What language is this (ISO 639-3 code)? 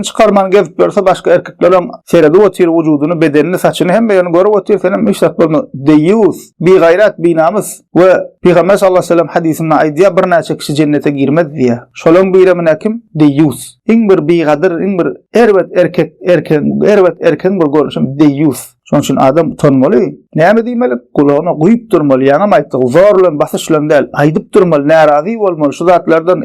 tuk